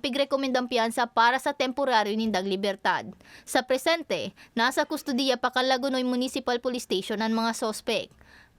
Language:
Bikol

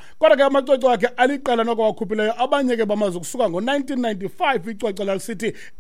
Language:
Xhosa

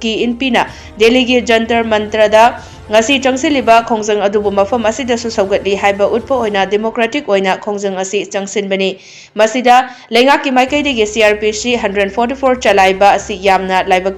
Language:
Manipuri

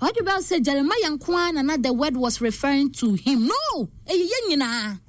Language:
Akan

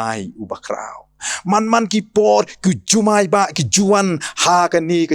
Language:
Khasi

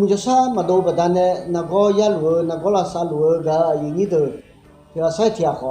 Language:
Akha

